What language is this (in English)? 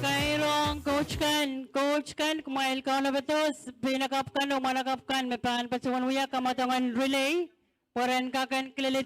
Pohnpeian